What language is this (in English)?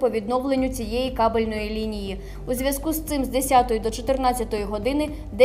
Ukrainian